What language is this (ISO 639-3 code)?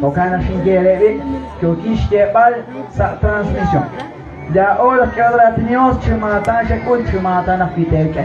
kek